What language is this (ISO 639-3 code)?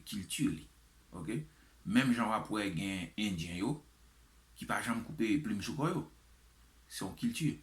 hat